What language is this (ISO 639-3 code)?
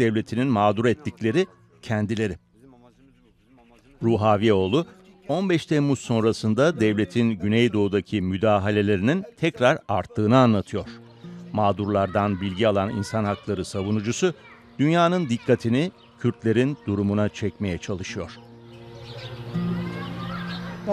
tur